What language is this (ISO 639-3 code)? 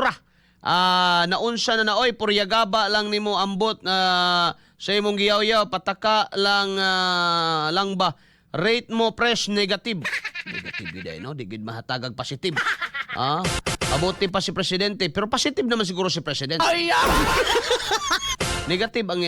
ceb